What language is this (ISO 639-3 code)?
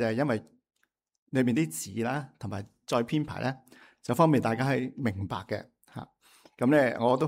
yue